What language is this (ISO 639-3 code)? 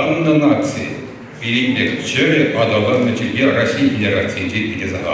chv